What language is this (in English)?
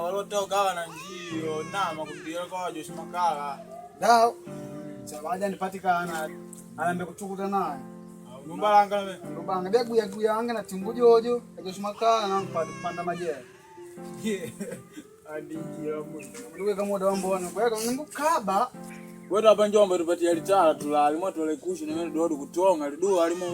Makonde